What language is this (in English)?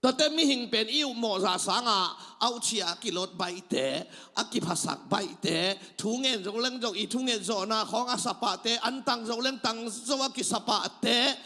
Tedim Chin